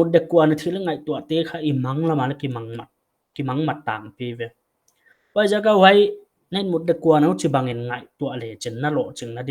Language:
Paite Chin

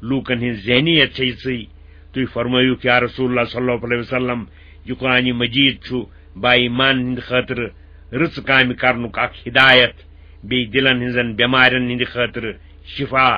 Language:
Kashmiri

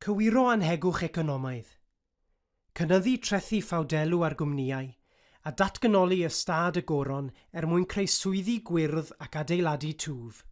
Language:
Welsh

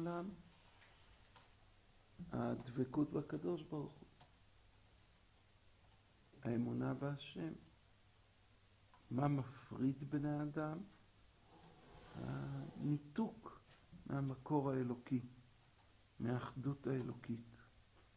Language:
Hebrew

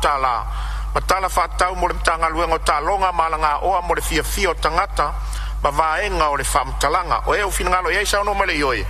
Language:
Samoan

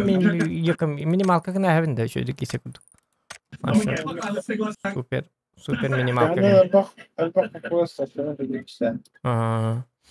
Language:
Yakut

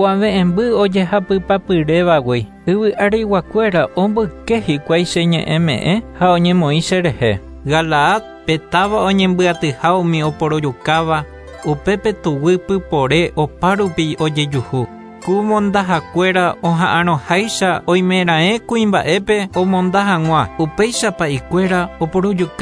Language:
Guarani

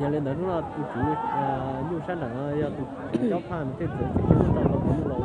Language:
Hmong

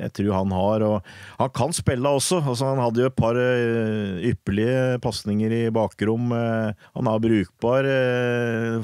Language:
Norwegian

